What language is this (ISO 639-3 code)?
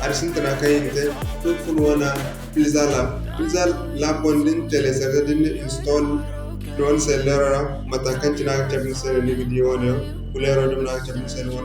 dje